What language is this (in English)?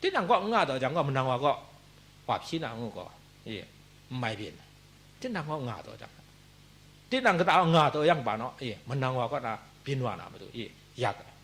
Kachin